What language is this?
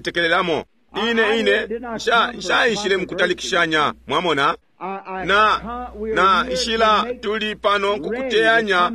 Bemba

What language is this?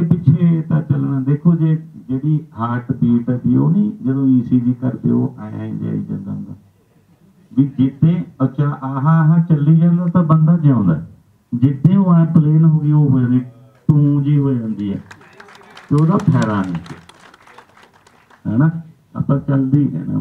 Punjabi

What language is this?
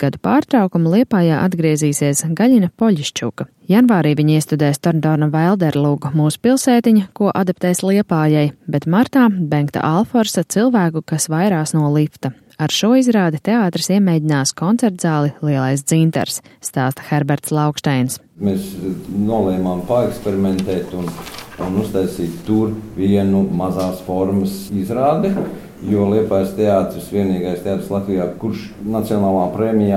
Latvian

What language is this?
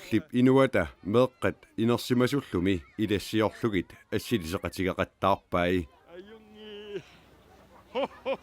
Kalaallisut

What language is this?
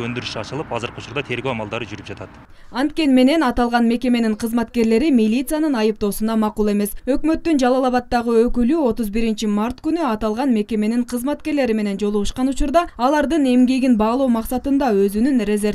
Kyrgyz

